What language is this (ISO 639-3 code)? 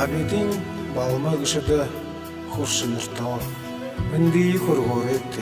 bua